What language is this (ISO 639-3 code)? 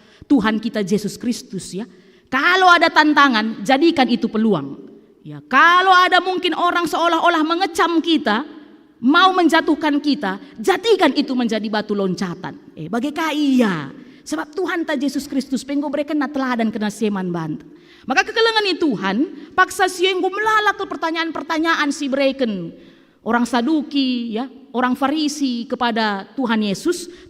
btx